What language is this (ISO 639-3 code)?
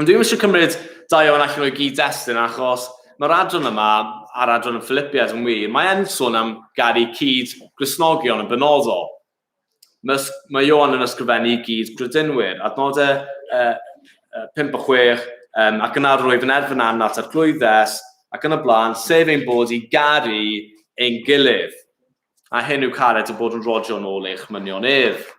cym